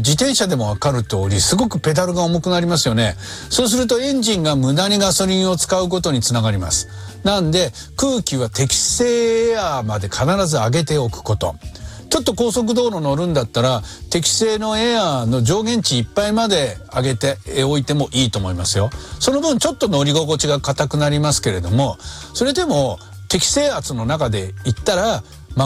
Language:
Japanese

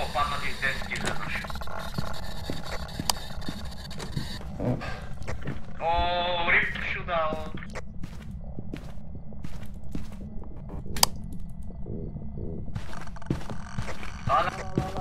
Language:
Bulgarian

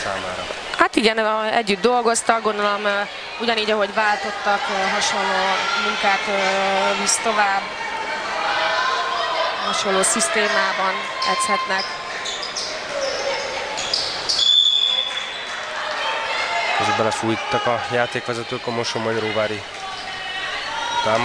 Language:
Hungarian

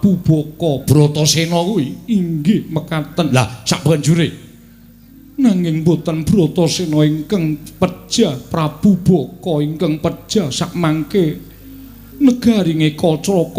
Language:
Javanese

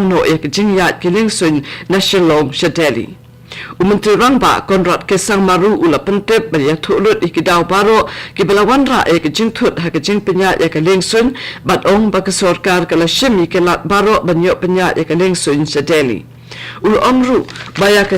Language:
Khasi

